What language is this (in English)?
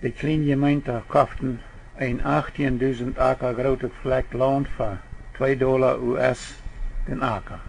Plautdietsch